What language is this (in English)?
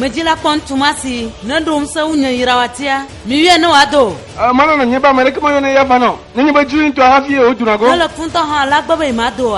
Ewe